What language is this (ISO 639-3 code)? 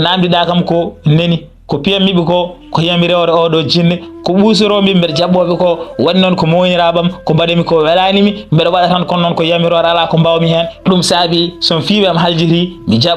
ful